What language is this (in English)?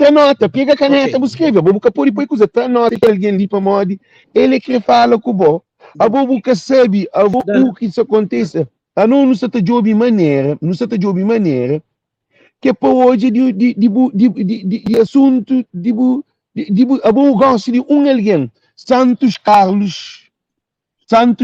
Kabuverdianu